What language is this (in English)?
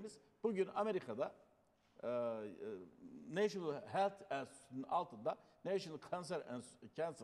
Turkish